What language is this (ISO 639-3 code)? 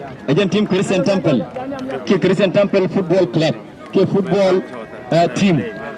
nus